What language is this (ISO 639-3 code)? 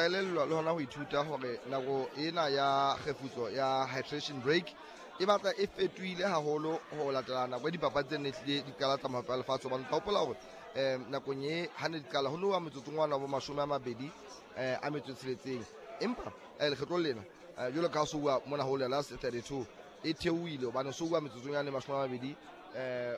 sot